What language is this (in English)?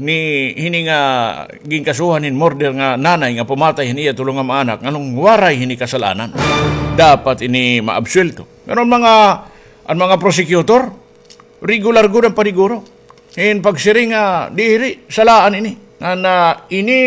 Waray